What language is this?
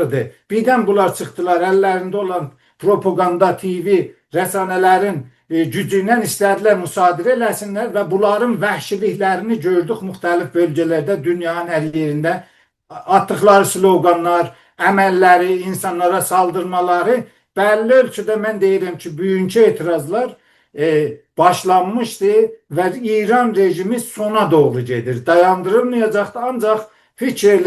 South Azerbaijani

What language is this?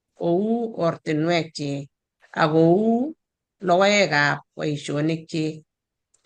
Kalenjin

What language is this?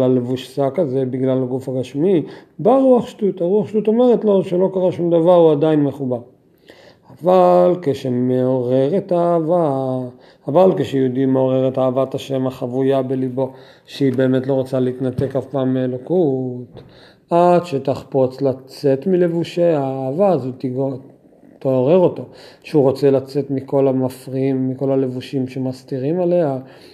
Hebrew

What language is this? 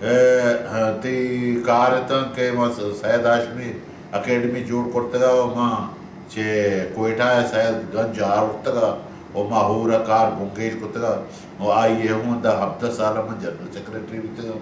Baluchi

